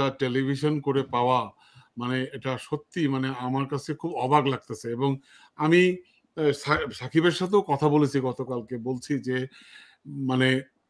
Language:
Bangla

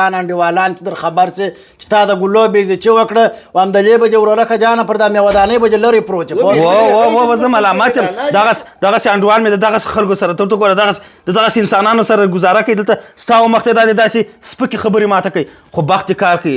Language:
Pashto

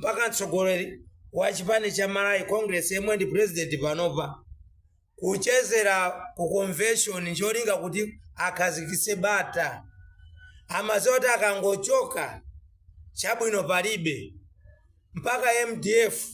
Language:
Nyanja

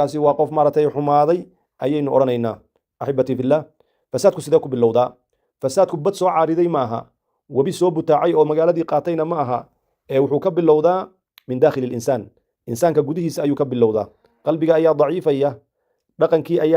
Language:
Somali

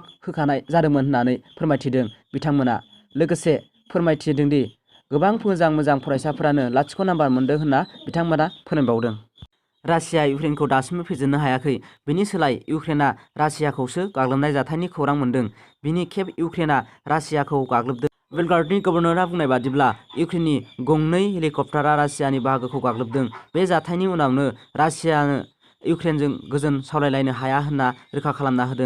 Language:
Bodo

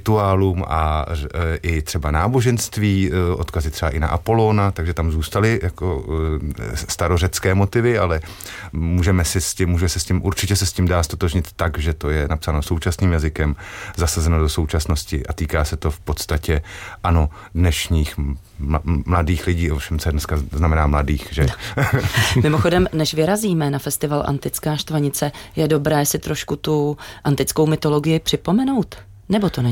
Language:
Czech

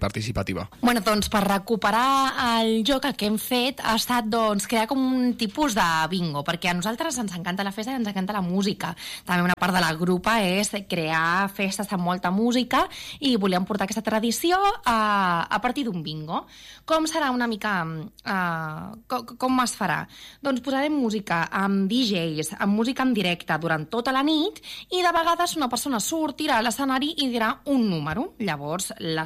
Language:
Catalan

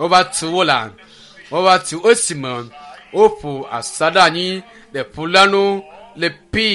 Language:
Ewe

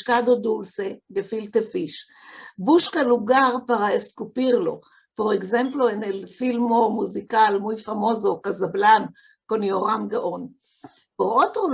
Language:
Ladino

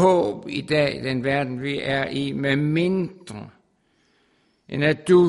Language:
Danish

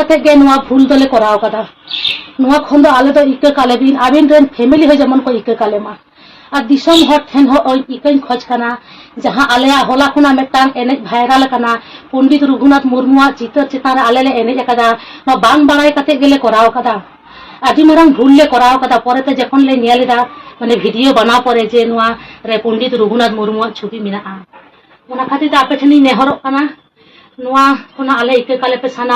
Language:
Santali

